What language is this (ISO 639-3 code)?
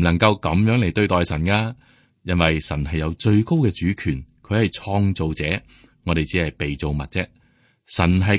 yue